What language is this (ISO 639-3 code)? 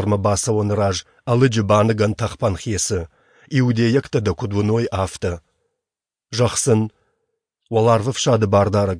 oss